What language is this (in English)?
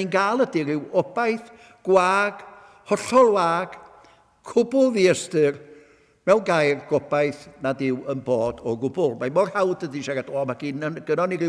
Welsh